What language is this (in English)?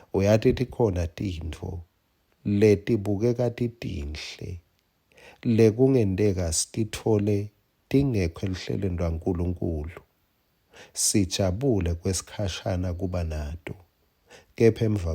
Swati